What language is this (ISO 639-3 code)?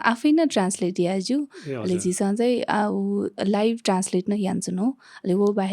new